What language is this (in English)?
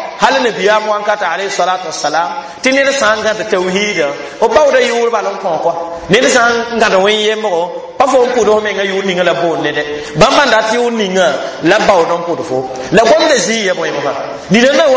Mossi